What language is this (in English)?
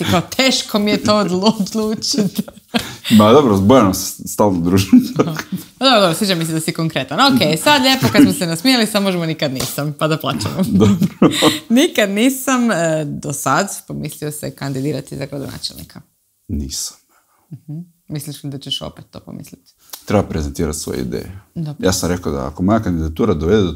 Croatian